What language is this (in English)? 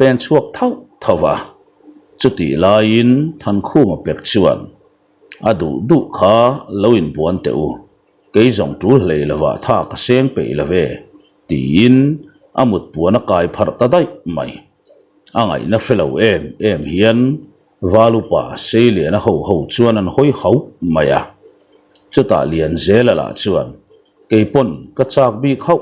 Mizo